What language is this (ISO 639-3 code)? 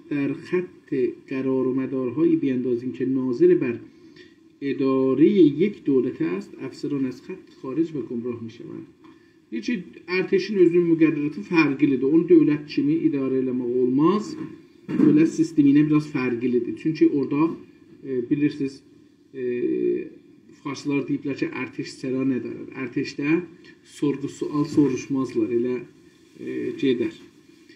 azb